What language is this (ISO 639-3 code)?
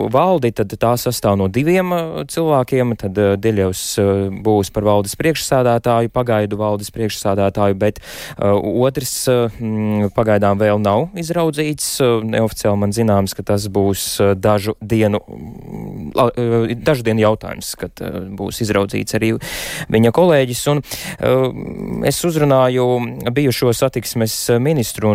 lav